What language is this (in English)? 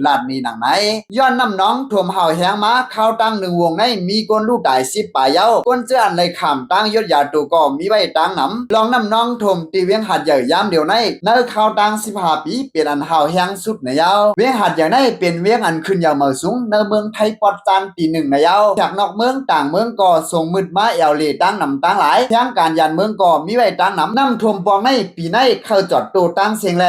Shan